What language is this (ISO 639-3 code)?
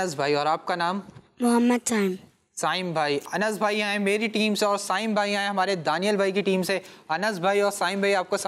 hin